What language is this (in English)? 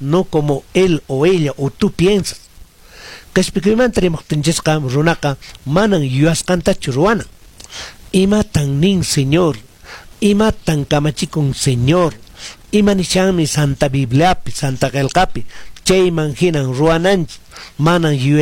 Quechua